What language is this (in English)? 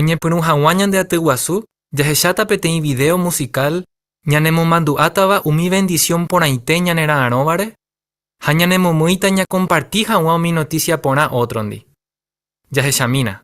Guarani